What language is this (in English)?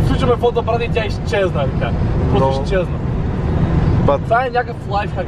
Bulgarian